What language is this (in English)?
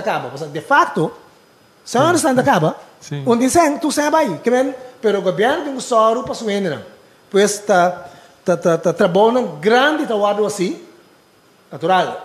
Papiamento